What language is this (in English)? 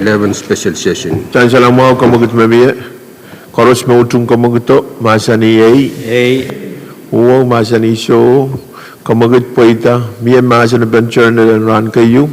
Pohnpeian